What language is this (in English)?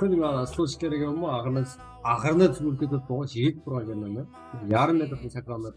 Kara-Kalpak